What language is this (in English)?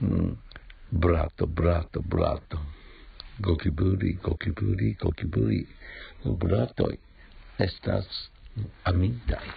Esperanto